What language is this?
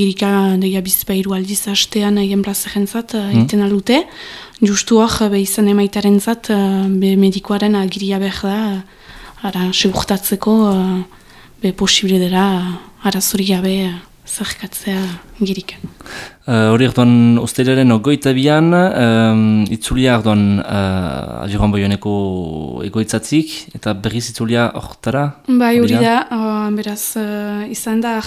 Basque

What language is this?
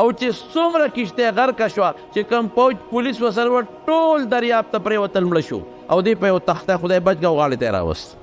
Pashto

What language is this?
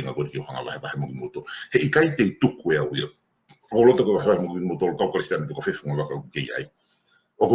Tongan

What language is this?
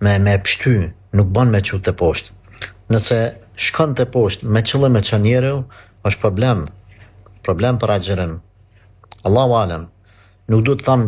Albanian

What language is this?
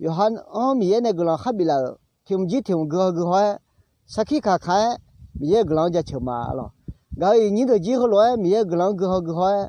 Akha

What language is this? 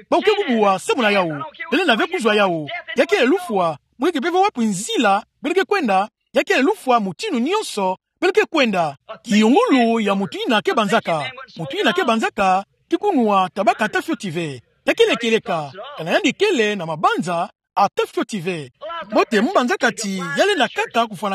Kituba (Democratic Republic of Congo)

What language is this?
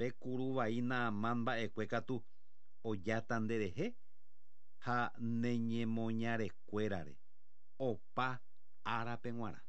Guarani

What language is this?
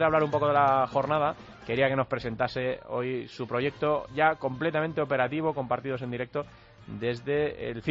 Spanish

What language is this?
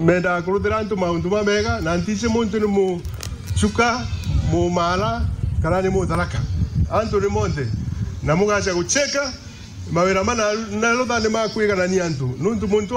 Meru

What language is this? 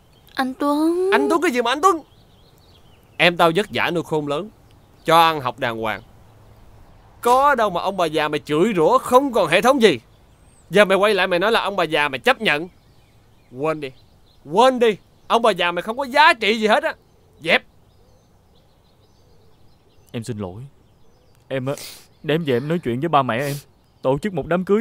Vietnamese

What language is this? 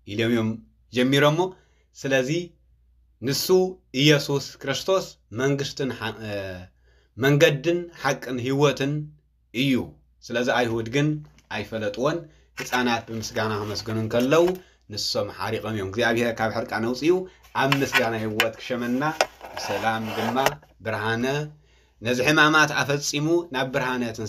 Tigrinya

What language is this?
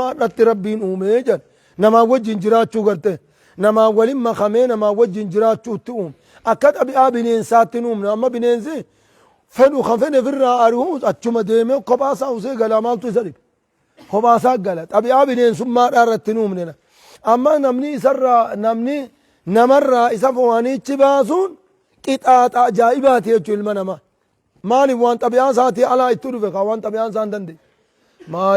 Oromo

